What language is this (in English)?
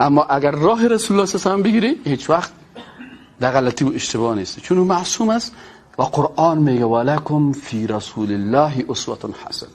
Persian